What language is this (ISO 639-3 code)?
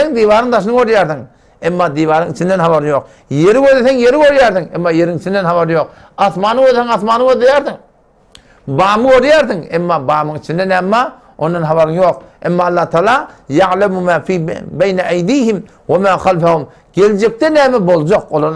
tuk